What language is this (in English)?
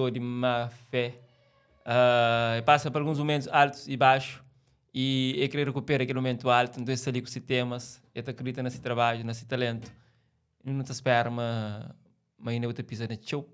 Kabuverdianu